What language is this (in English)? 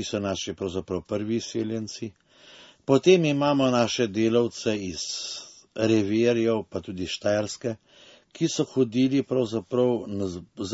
Slovenian